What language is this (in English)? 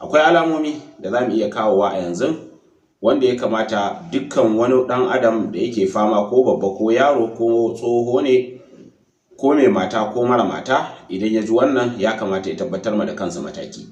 Hausa